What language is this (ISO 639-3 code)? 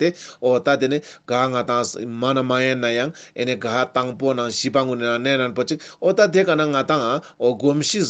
lbj